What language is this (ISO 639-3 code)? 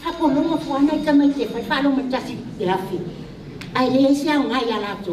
smo